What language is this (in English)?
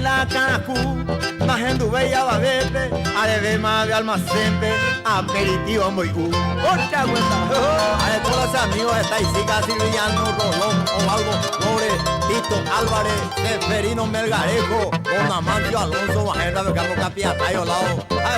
Guarani